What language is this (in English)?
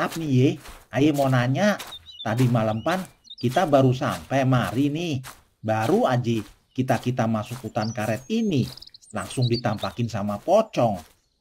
Betawi